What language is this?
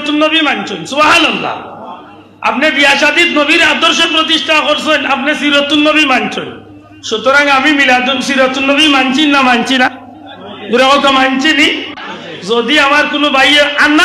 Sylheti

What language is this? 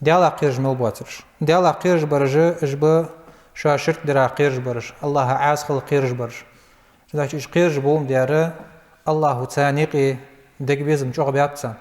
Ingush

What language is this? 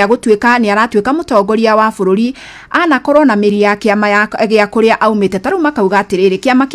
Kikuyu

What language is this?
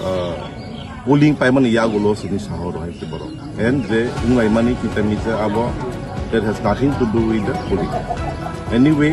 Kok Borok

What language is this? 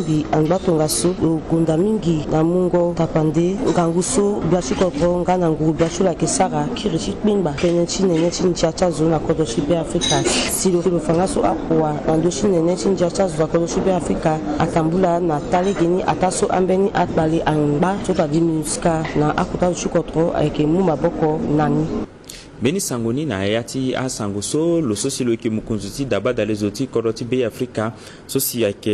Sango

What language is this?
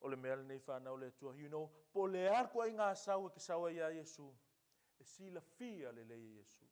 Samoan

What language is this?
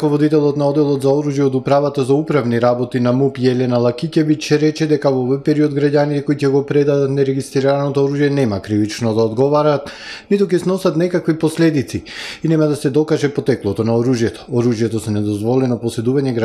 Macedonian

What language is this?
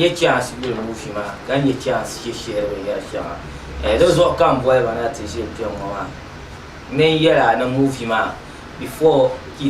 Dagbani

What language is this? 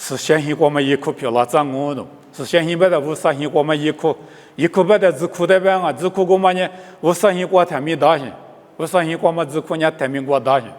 Lisu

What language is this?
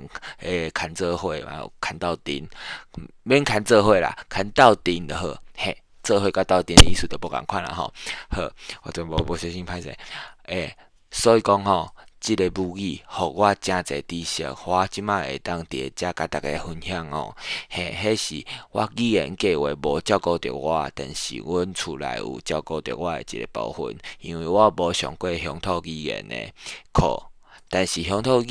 Min Nan Chinese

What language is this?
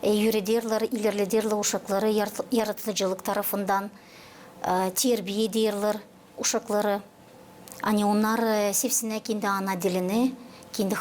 Gagauz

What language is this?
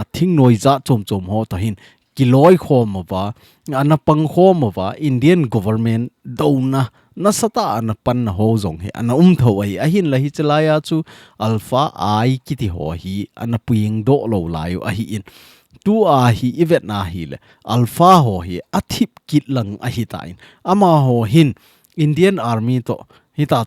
Thado Chin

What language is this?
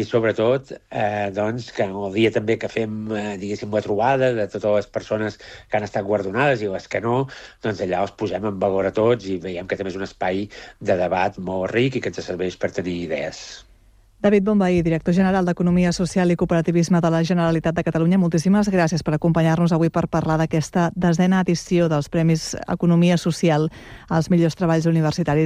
Catalan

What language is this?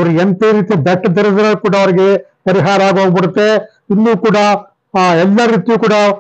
Kannada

